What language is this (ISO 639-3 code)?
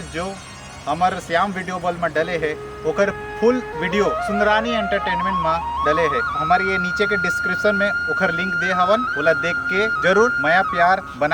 hne